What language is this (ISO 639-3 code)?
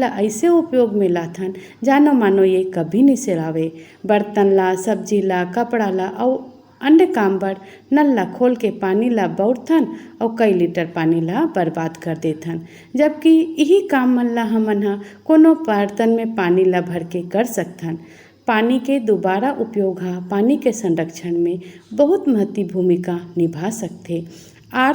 hne